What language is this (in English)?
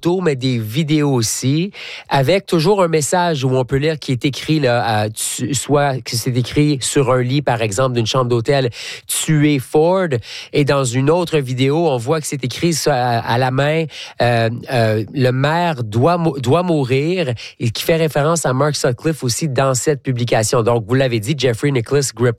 French